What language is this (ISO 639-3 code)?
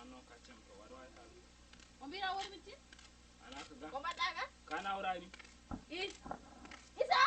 ful